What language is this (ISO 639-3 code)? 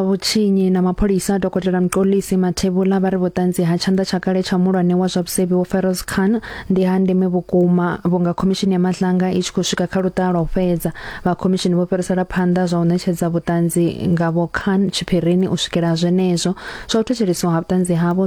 ven